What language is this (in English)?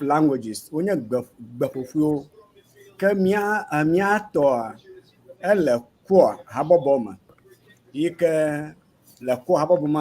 Ewe